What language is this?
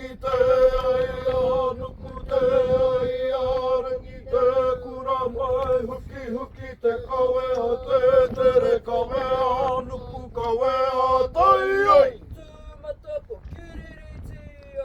Māori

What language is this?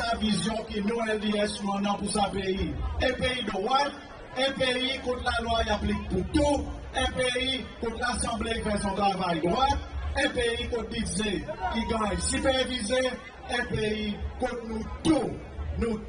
Seselwa Creole French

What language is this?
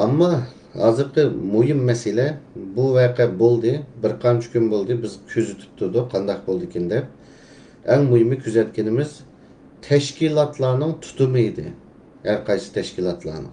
Uyghur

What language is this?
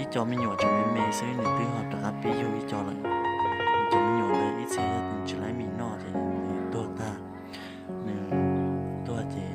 Hmong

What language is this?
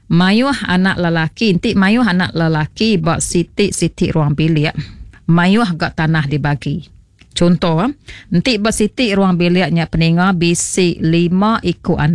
Iban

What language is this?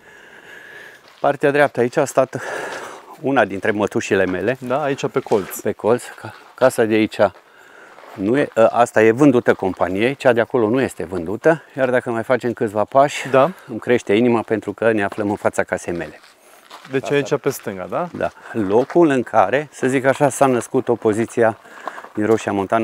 Romanian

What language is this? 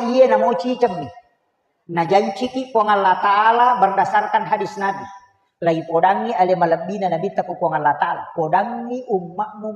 Buginese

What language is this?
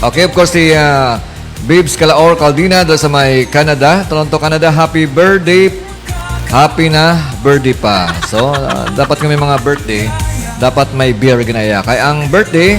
Hiligaynon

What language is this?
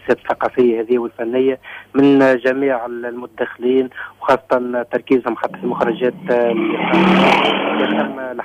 Tunisian Arabic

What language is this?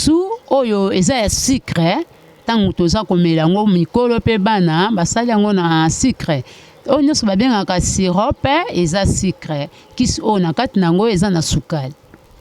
Lingala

